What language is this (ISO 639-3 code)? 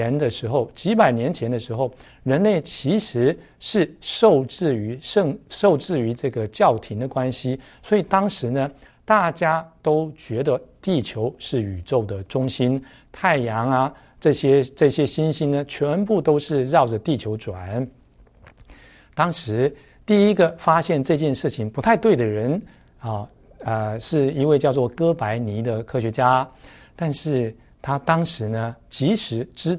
zho